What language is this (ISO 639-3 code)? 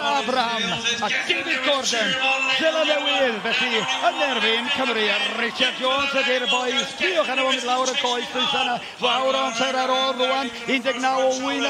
cym